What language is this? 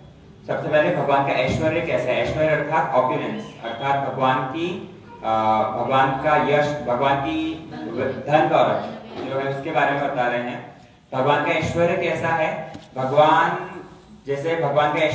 Hindi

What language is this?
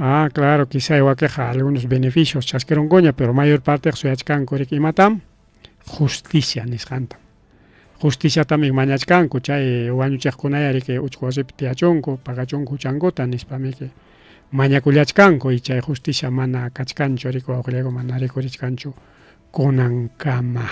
Ayacucho Quechua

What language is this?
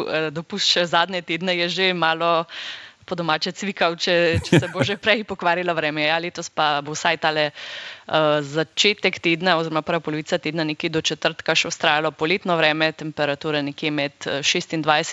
Slovenian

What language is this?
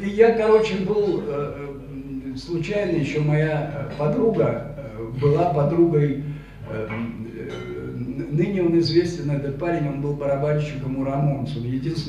Russian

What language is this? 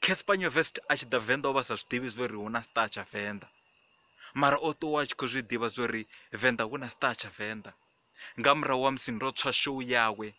Venda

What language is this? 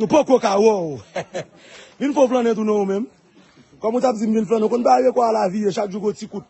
Haitian Creole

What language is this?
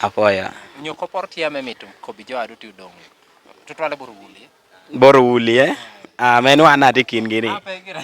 Lango (Uganda)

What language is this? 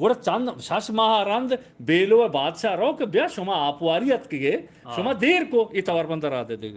Eastern Balochi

